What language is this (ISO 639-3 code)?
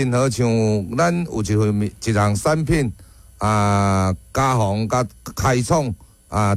nan